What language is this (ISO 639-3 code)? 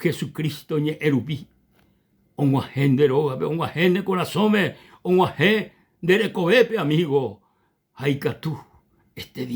grn